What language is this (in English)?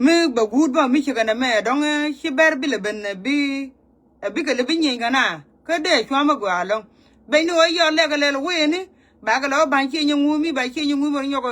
Nuer